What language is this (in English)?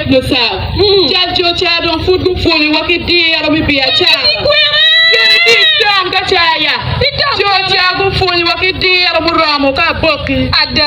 Acoli